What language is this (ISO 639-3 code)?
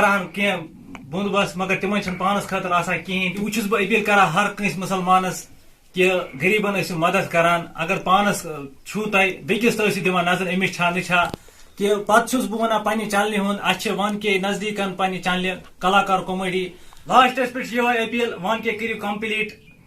kas